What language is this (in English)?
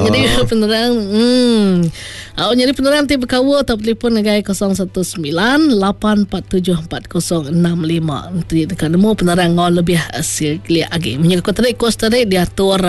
Iban